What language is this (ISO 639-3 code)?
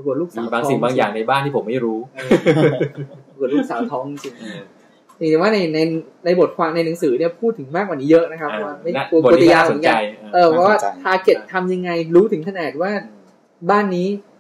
tha